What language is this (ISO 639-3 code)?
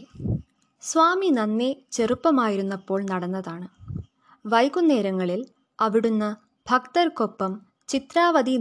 mal